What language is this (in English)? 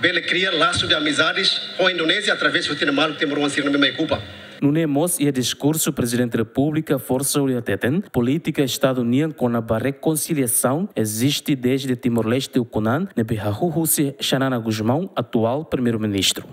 Tetum